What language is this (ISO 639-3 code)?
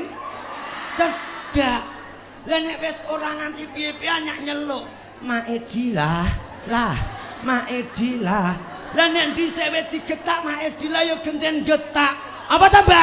jav